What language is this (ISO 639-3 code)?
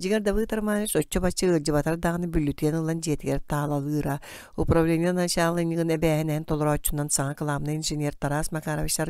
sah